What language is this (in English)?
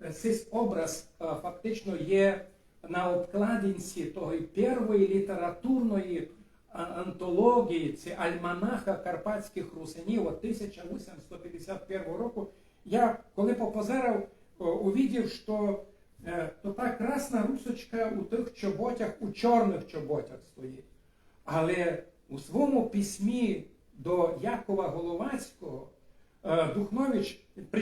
Rusyn